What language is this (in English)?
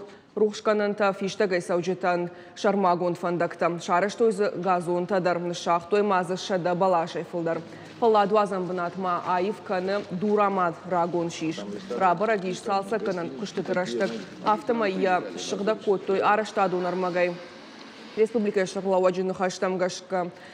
Ossetic